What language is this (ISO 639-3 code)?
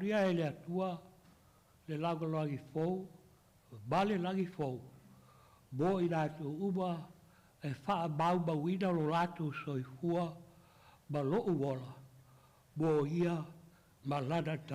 smo